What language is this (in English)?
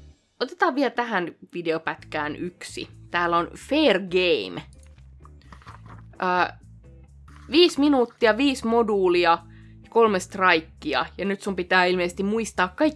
Finnish